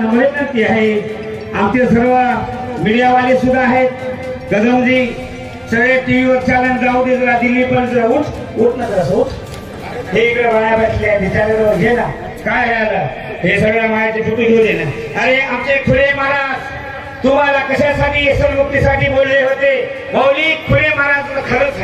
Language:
Marathi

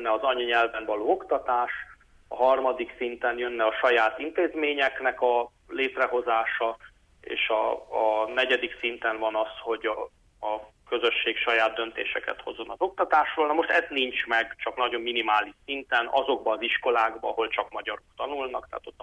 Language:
Hungarian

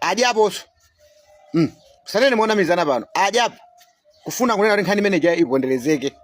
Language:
Nyanja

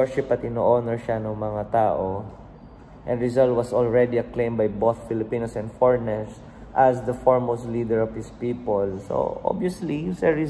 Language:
Filipino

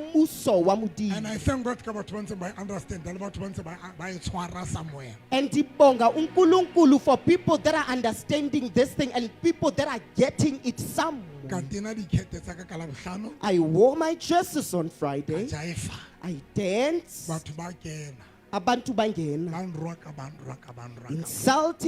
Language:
Southern Sotho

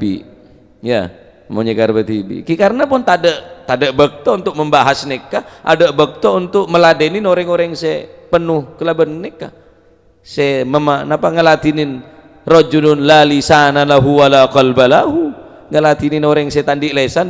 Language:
Madurese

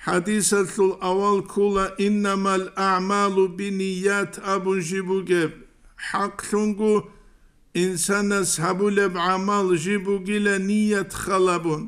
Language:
Avaric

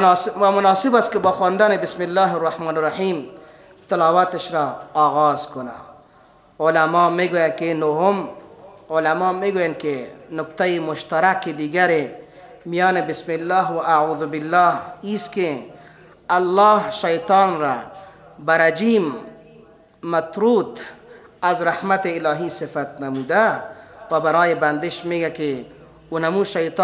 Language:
Persian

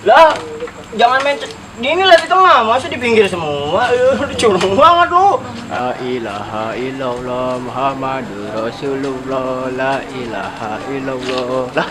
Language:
Betawi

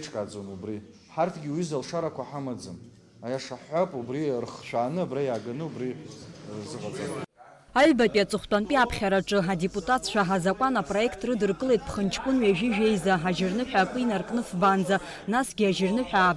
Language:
Abkhazian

